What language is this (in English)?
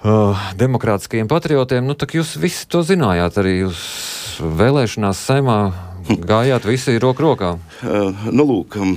Latvian